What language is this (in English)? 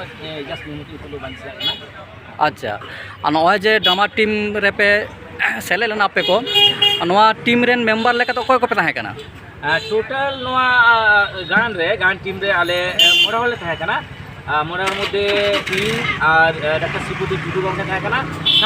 Santali